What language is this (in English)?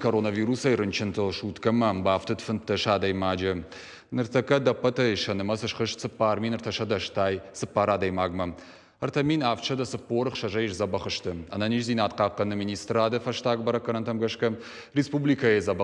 Ossetic